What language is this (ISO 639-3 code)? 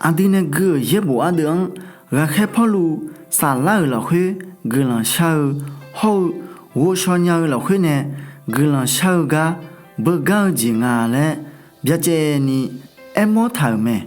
ahk